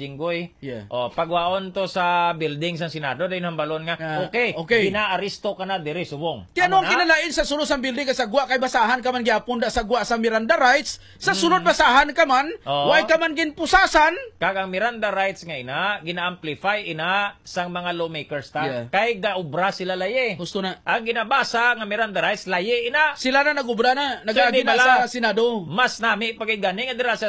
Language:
Hiligaynon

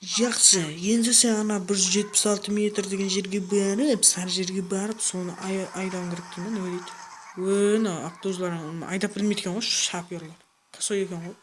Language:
Kara-Kalpak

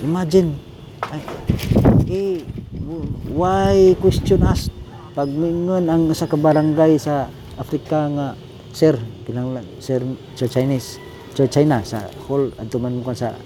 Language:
Cebuano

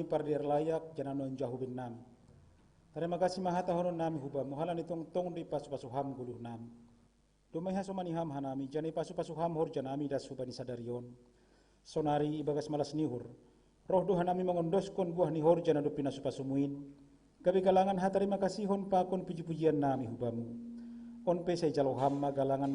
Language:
Batak Simalungun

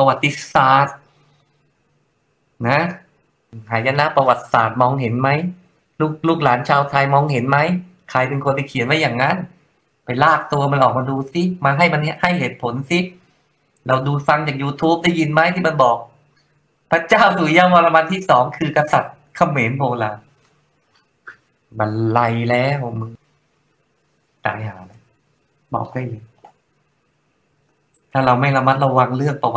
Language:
Thai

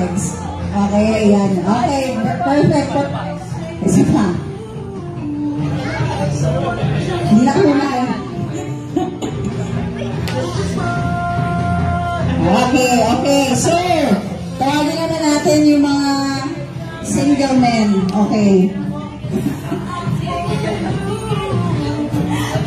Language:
Filipino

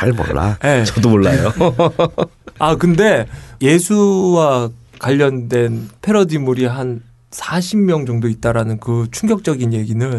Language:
Korean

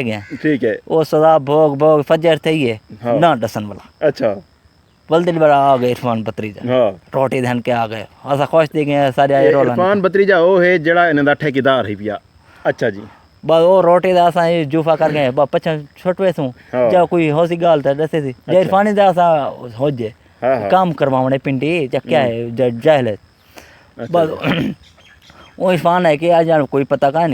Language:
Saraiki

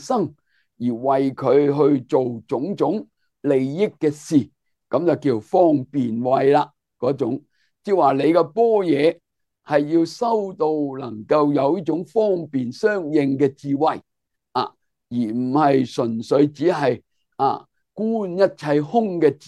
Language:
Cantonese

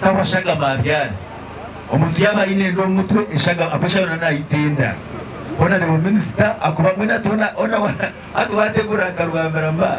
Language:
Nyankole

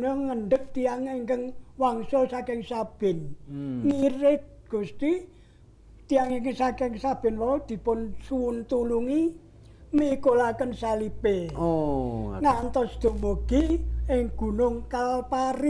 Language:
Javanese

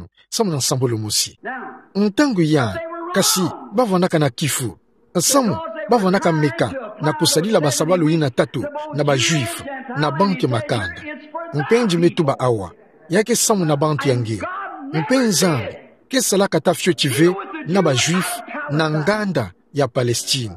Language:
Kituba (Democratic Republic of Congo)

